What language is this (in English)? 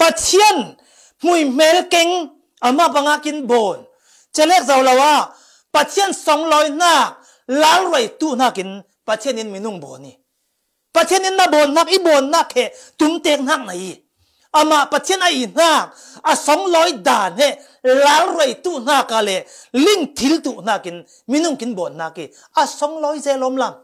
Falam Chin